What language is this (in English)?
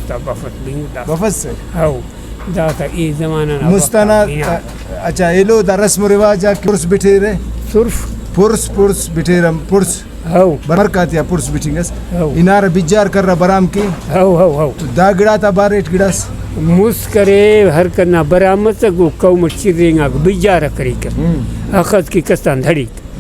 Brahui